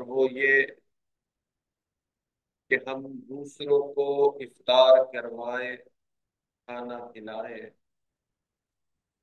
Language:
Urdu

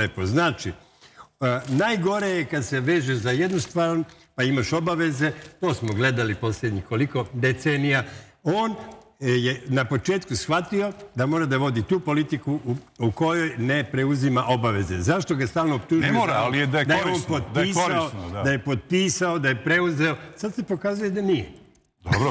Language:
Serbian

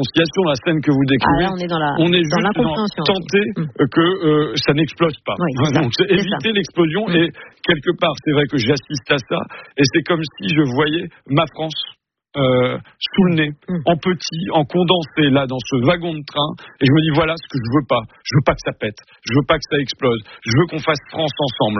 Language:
French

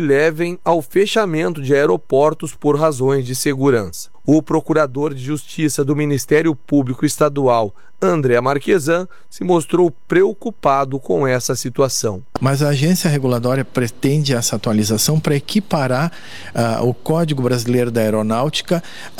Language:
Portuguese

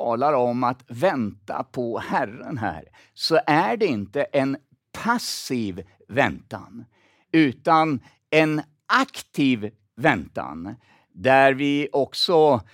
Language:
Swedish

